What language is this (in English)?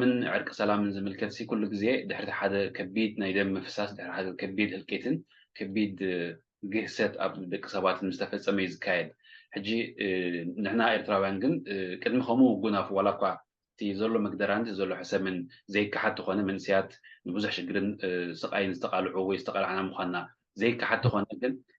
Tigrinya